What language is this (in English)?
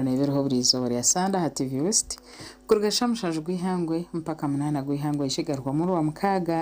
Nyankole